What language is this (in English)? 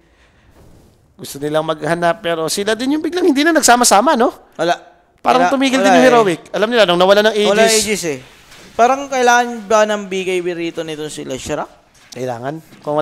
Filipino